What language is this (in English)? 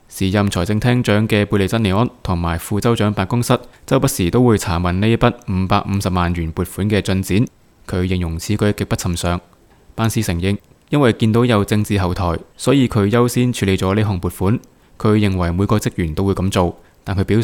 Cantonese